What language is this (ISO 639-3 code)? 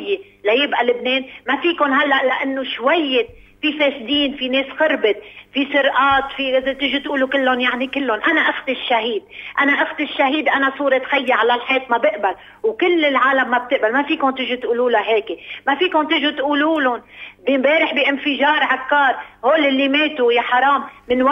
apc